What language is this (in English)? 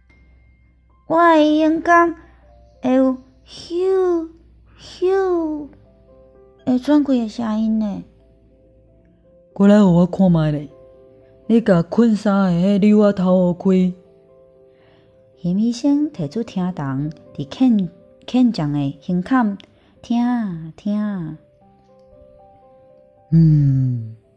Min Nan Chinese